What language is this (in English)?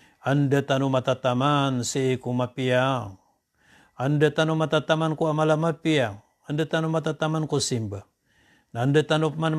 Maranao